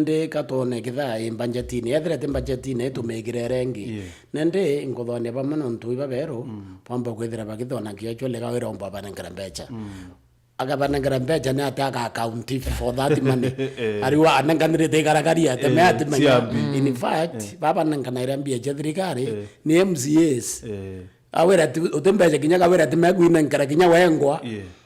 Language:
Meru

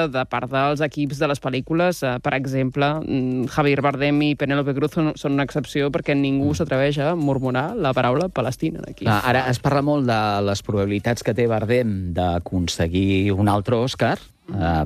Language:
Catalan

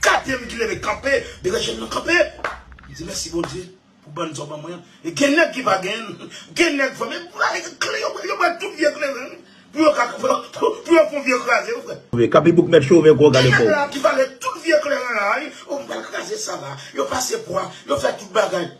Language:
Haitian Creole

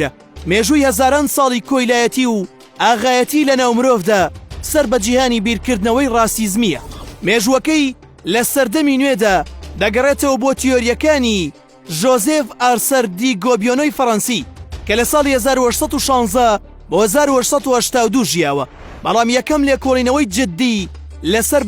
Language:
Central Kurdish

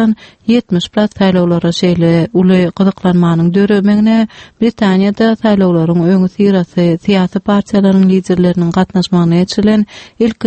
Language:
Turkmen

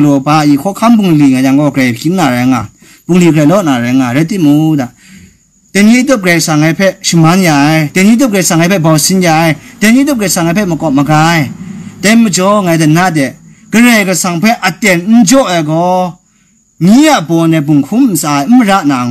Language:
Kachin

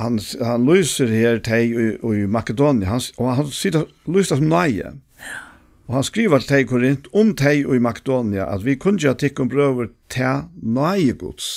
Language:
Faroese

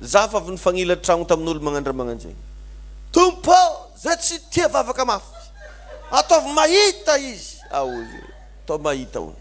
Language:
Malagasy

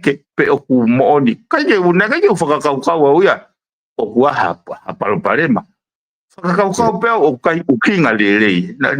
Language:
Tongan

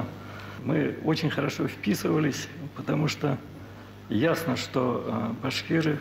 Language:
Bashkir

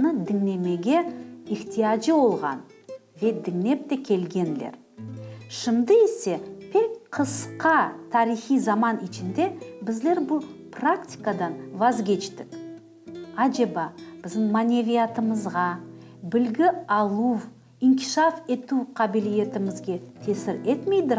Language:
Crimean Tatar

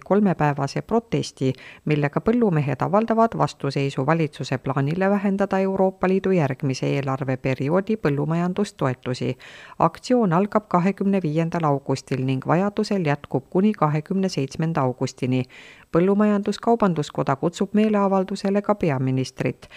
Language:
Estonian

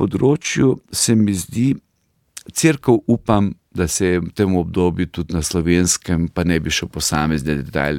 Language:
Slovenian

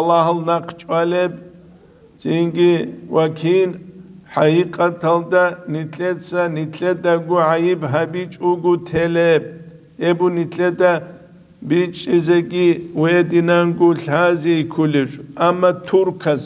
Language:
Avaric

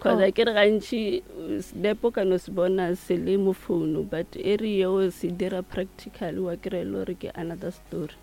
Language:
Northern Sotho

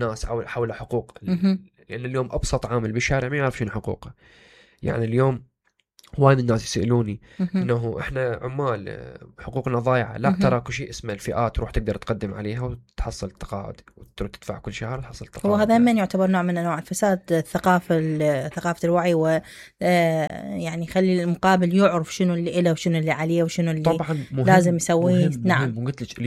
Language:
Mesopotamian Arabic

